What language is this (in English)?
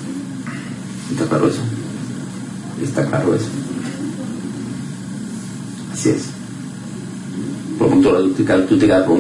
Spanish